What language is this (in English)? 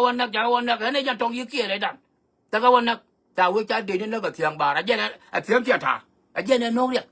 Nuer